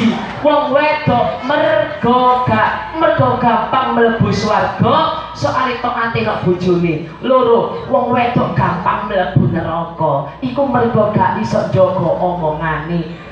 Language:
Javanese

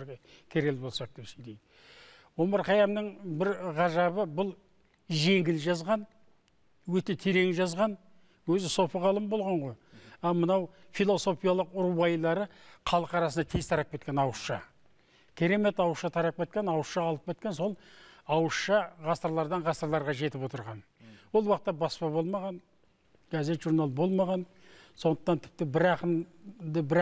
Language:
Kazakh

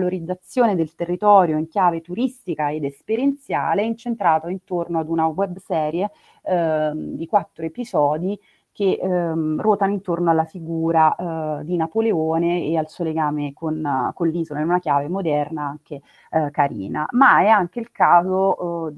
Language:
Italian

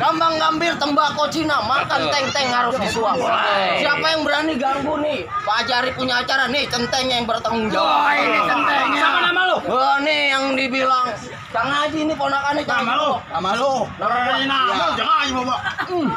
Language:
Betawi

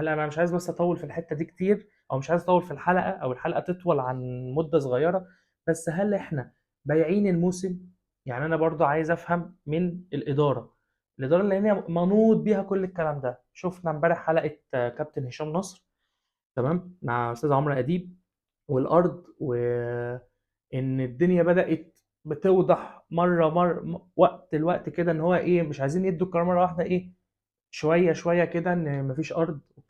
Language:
Egyptian Arabic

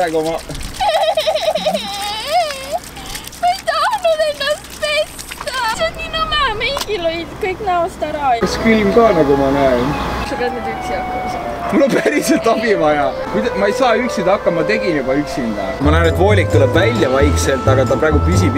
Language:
Estonian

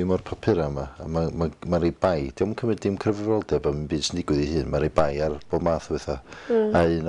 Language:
Welsh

